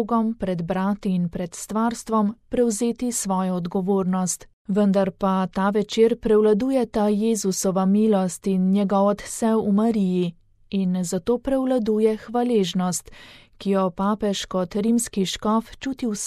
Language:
Slovenian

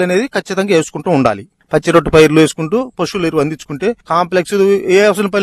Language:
Telugu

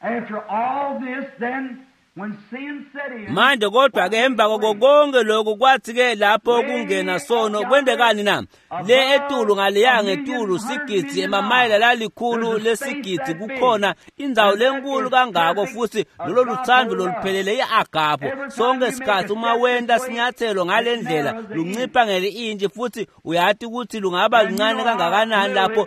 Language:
Swati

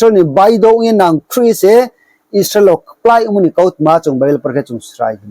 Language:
Riang (India)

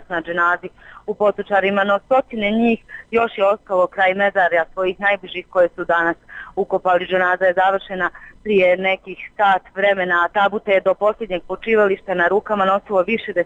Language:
Bosnian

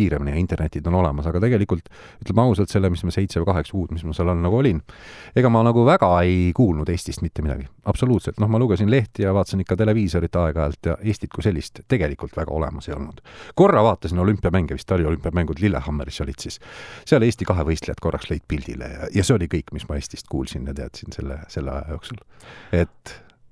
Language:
Estonian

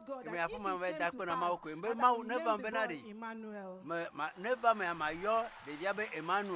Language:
Ewe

